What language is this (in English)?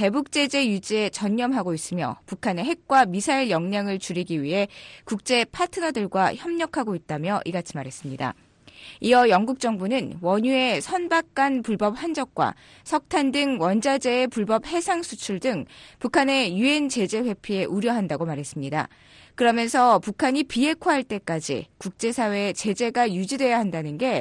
Korean